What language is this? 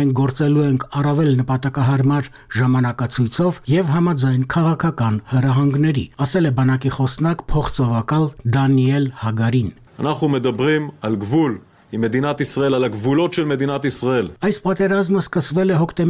Armenian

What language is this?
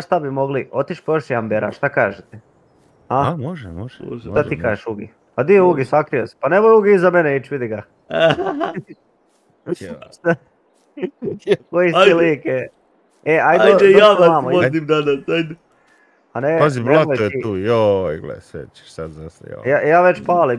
Croatian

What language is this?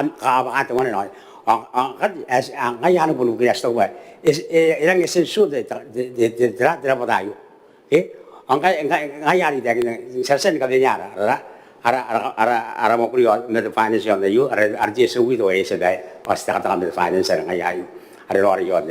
Gilbertese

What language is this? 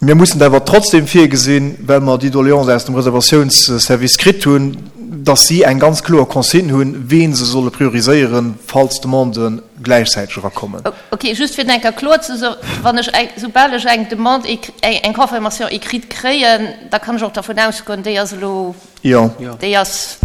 Luxembourgish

